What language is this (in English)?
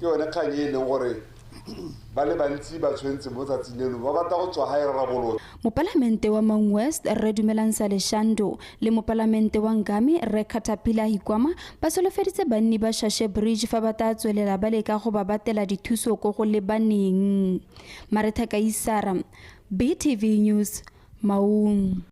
Tswana